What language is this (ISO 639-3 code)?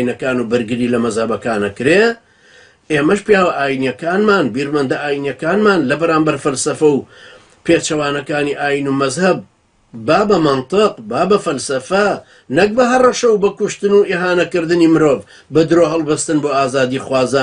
ckb